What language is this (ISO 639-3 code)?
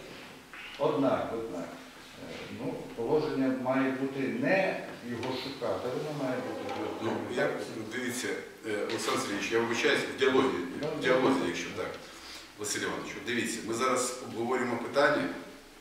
ukr